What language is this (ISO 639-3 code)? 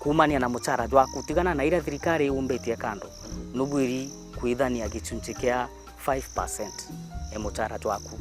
mer